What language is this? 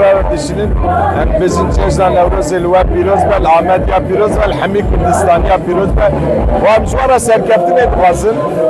Kurdish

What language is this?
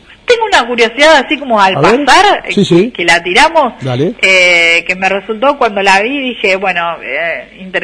Spanish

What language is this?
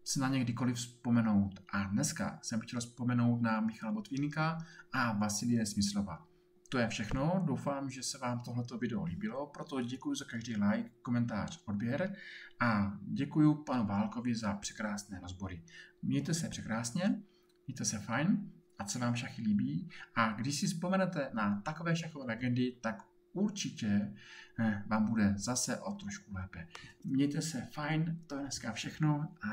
Czech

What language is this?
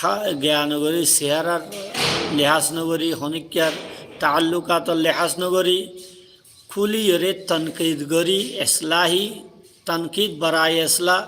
Rohingya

